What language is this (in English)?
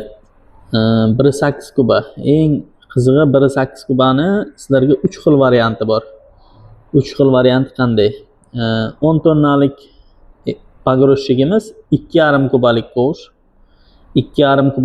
Uzbek